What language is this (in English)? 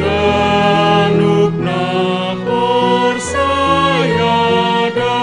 Batak Simalungun